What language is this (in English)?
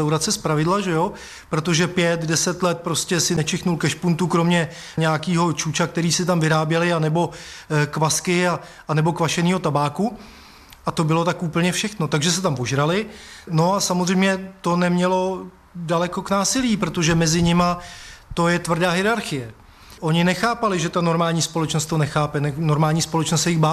Czech